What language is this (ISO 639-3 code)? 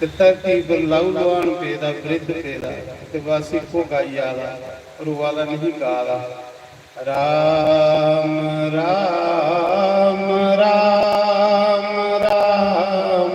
doi